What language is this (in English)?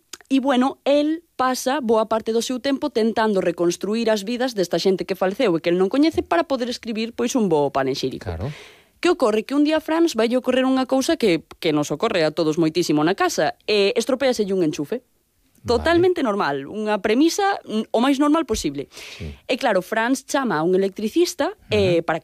Galician